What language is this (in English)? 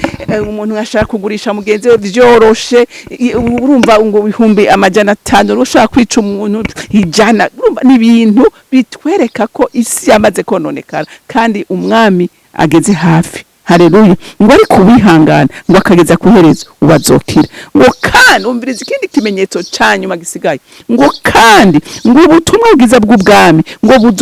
Rundi